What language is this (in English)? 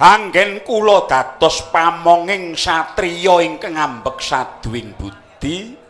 Javanese